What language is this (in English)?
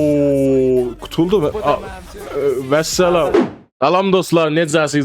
South Azerbaijani